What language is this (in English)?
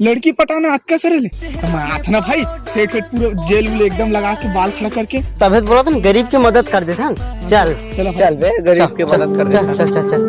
Chhattisgarhi